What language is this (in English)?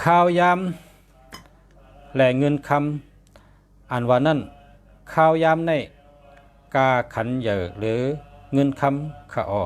Shan